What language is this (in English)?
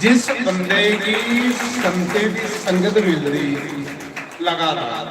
Dogri